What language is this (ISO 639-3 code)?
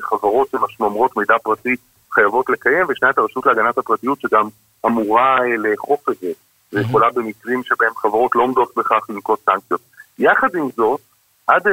heb